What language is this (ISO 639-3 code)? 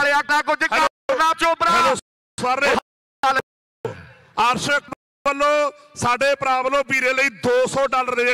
pan